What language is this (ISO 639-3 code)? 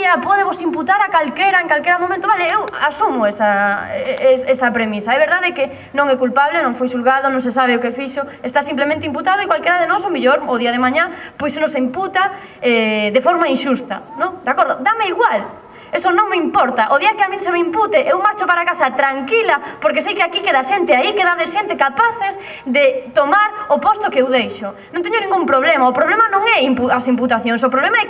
glg